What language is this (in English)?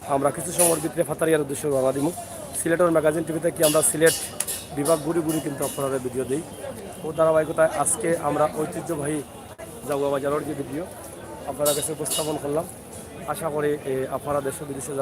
Sylheti